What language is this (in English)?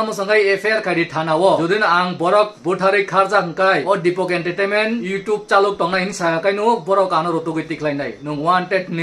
Kok Borok